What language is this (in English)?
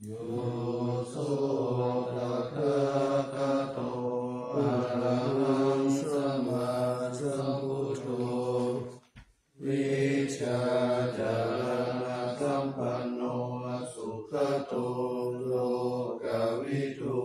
Pali